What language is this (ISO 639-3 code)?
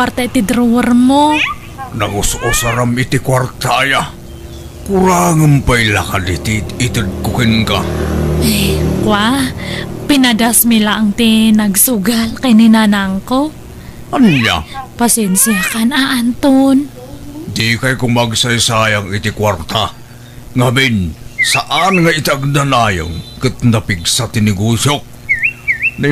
ilo